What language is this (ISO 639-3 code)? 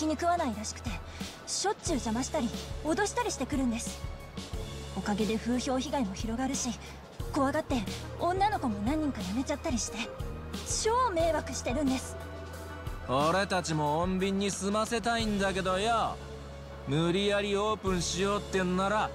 jpn